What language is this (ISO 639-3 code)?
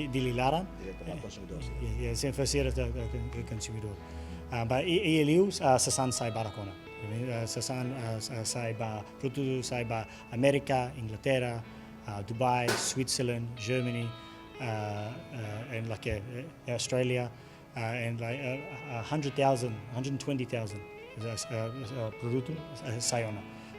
tet